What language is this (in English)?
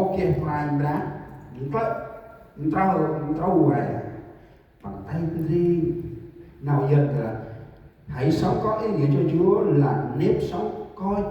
Central Mnong